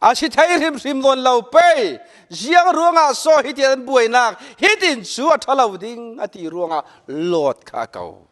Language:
Falam Chin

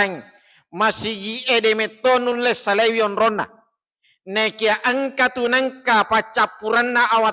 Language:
Buginese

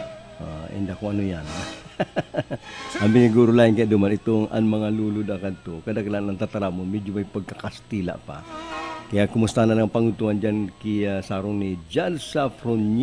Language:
Bikol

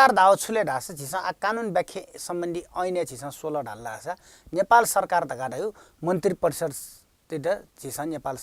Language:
Newari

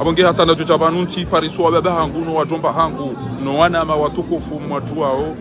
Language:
Ngazidja Comorian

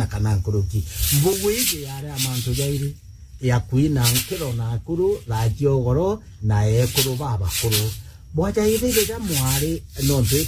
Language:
Meru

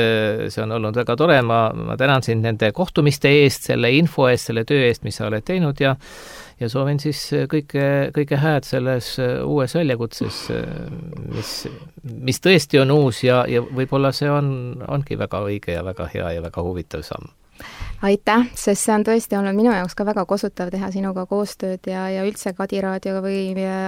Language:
Estonian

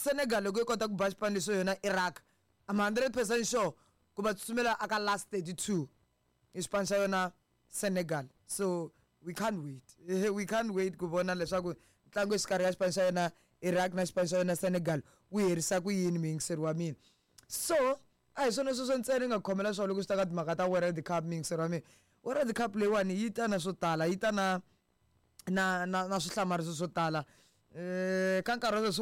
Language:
Tsonga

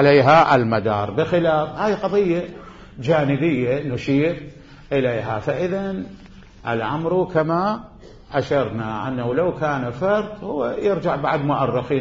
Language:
Mesopotamian Arabic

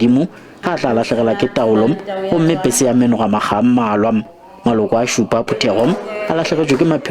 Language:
Tswana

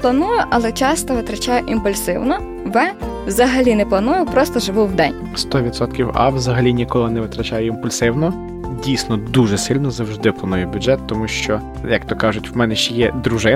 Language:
Ukrainian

